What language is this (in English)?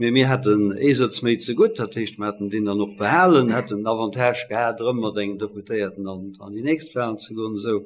Luxembourgish